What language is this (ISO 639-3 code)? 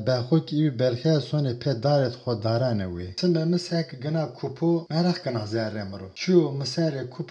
zza